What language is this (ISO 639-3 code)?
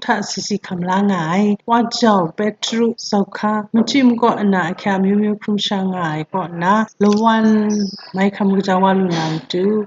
kac